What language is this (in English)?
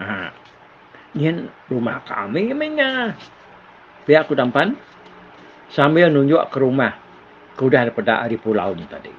Iban